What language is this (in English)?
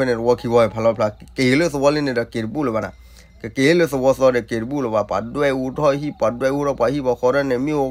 S'gaw Karen